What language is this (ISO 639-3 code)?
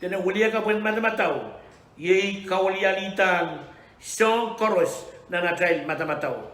pon